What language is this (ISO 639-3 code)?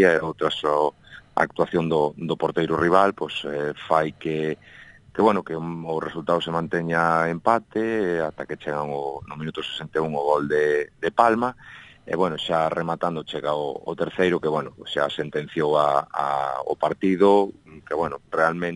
glg